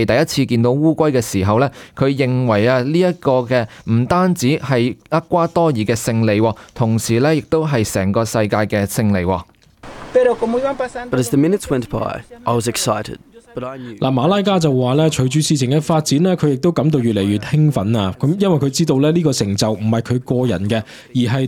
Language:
Cantonese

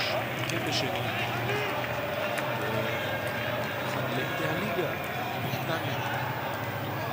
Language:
Hebrew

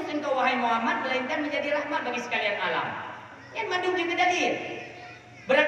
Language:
Achinese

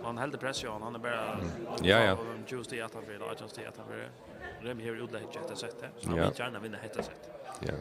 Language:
Faroese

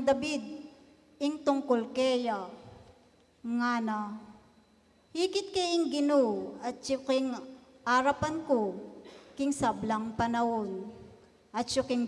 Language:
Pampanga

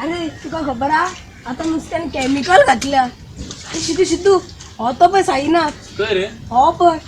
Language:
Konkani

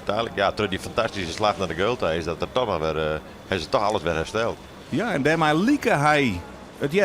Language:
Western Frisian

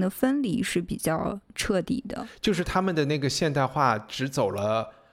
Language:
Chinese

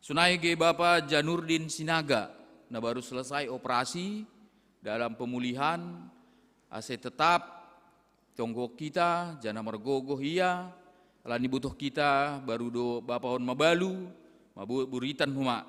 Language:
Batak Simalungun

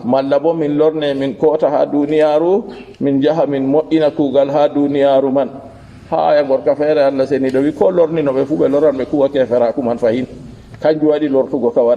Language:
Fula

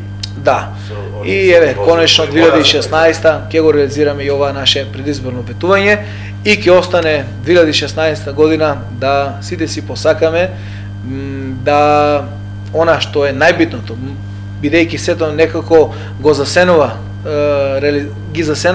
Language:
Macedonian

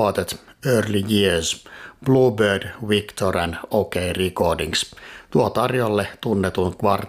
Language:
Finnish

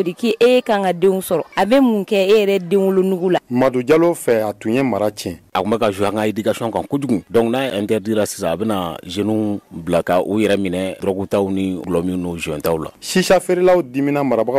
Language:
Bambara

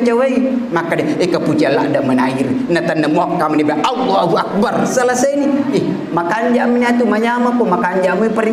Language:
Buginese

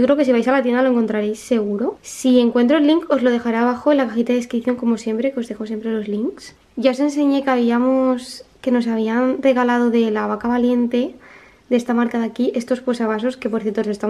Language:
Spanish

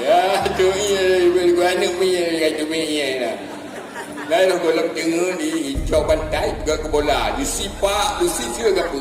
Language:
Achinese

